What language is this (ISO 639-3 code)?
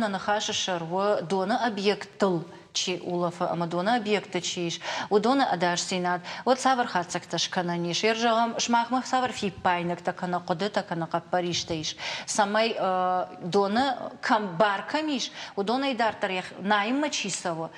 oss